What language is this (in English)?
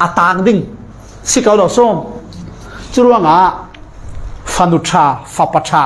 Falam Chin